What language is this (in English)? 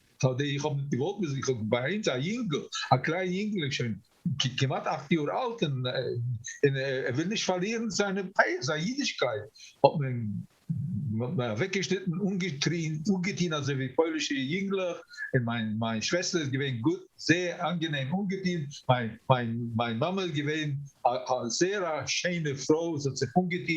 Yiddish